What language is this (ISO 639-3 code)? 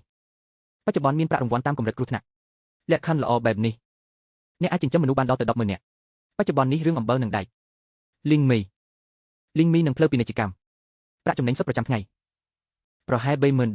khm